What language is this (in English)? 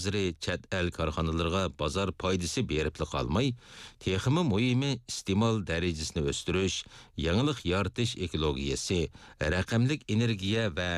Uyghur